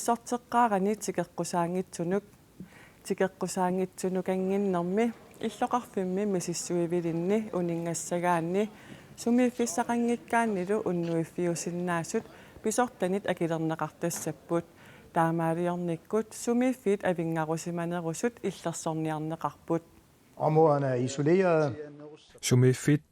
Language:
Kalaallisut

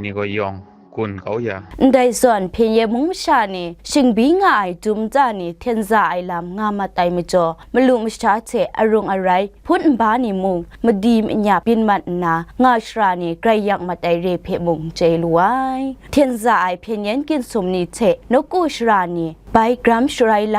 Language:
Kachin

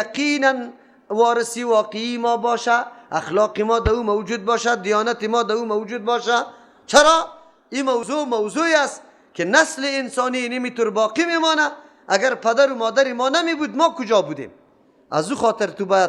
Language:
Persian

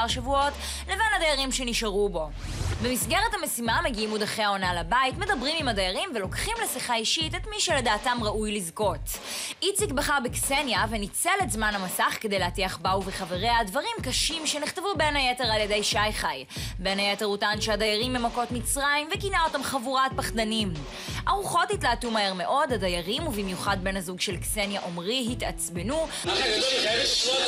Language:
Hebrew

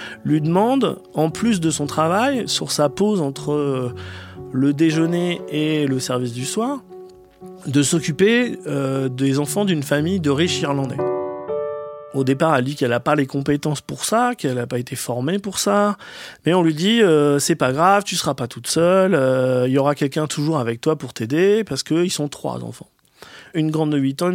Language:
French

